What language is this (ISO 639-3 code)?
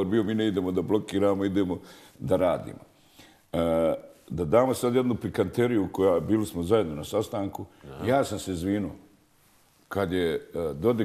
bos